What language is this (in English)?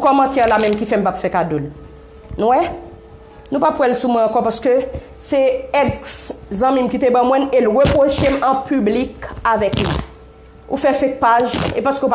Haitian Creole